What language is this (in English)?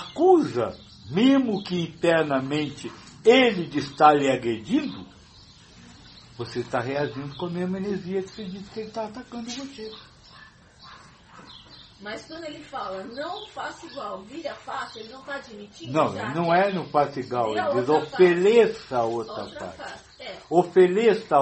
Portuguese